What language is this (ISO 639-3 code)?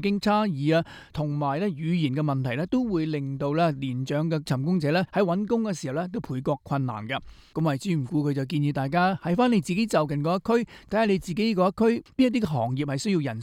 yue